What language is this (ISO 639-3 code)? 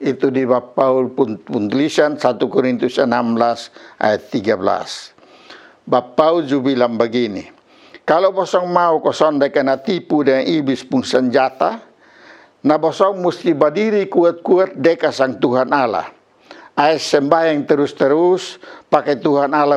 mkn